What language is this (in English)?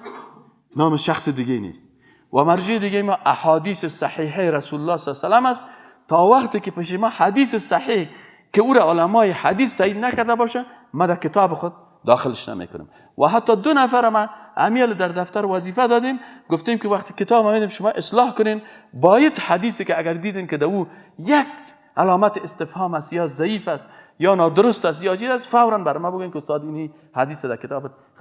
Persian